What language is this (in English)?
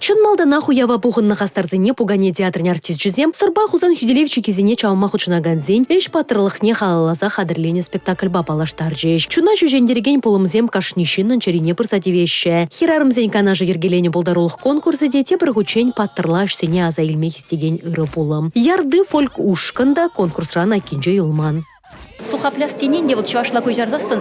Chuvash